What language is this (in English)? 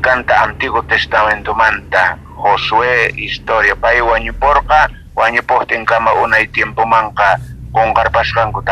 South Bolivian Quechua